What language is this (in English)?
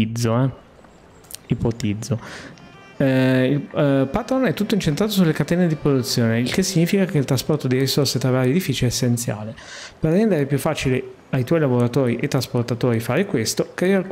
Italian